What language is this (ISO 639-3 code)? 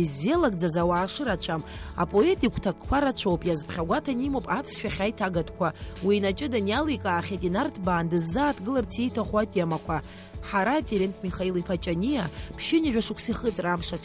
abk